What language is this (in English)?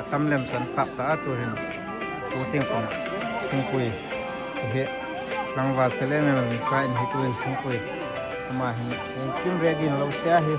Hmar